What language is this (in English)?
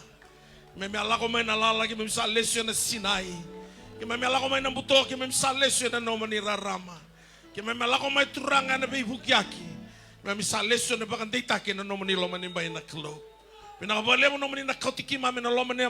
Fijian